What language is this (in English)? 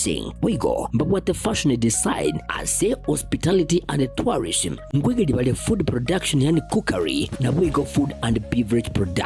Gusii